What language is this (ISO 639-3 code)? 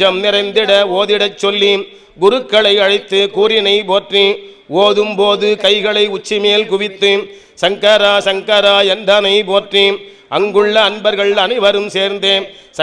tam